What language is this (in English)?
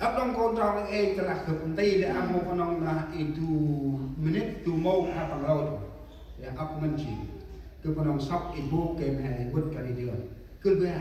Central Mnong